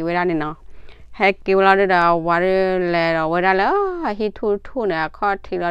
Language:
S'gaw Karen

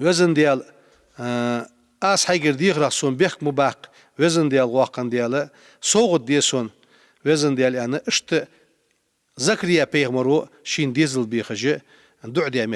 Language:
Ingush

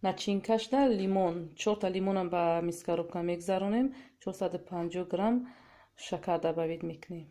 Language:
Tajik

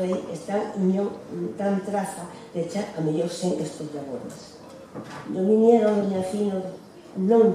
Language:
Asturian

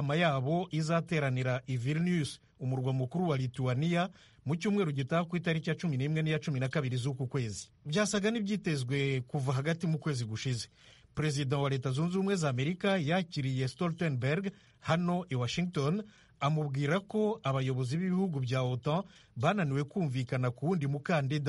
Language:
Kinyarwanda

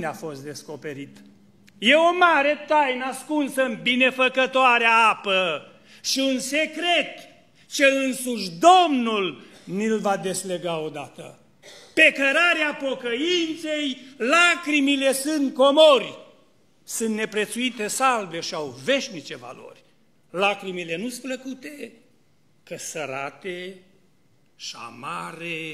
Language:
Romanian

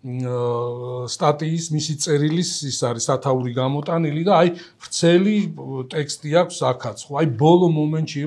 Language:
Georgian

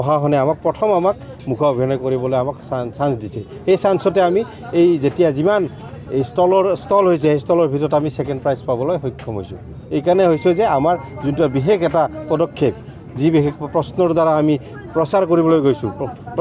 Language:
Assamese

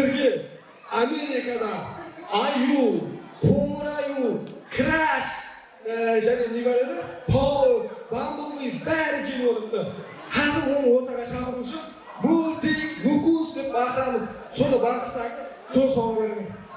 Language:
Kara-Kalpak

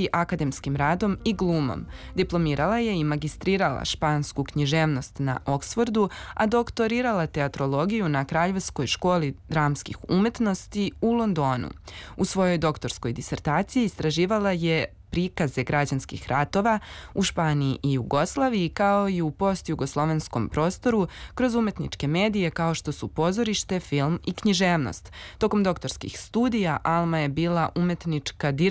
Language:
Serbian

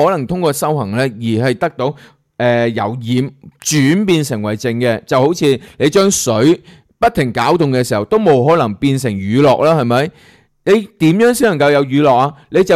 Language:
Cantonese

